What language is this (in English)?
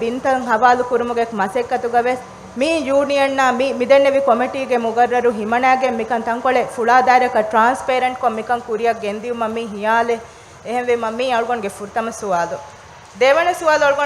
Divehi